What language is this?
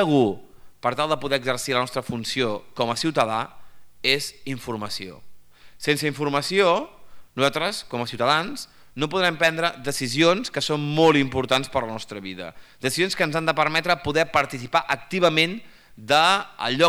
Catalan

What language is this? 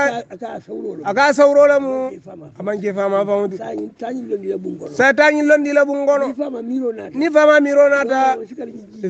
Hausa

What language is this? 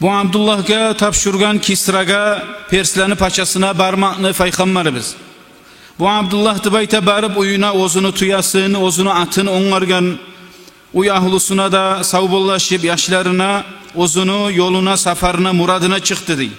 Kumyk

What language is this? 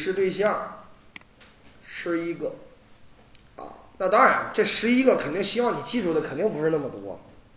Chinese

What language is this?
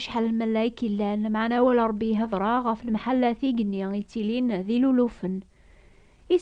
Kabyle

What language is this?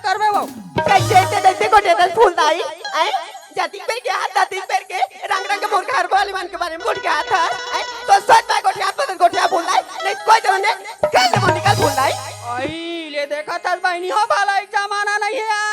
Chhattisgarhi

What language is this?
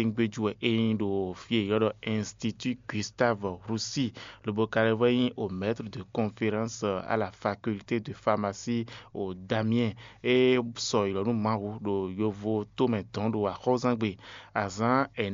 Fon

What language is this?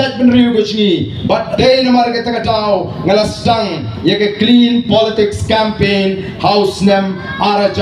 Khasi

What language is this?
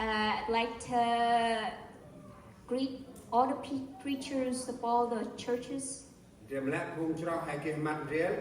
Central Mnong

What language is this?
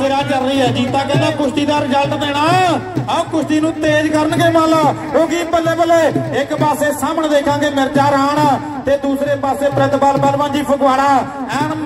Punjabi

